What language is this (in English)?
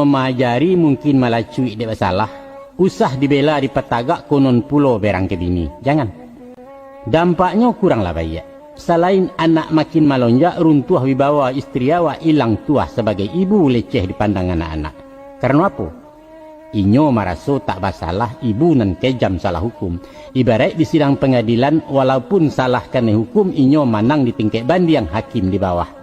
Minangkabau